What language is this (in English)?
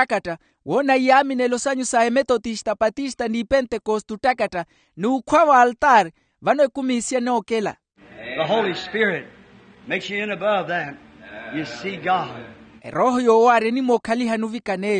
Makhuwa